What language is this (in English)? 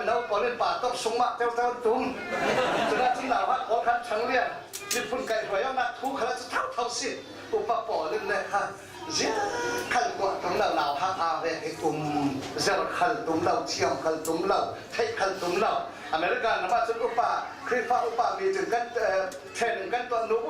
Falam Chin